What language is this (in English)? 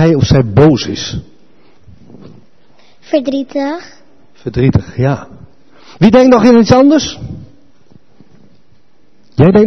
Dutch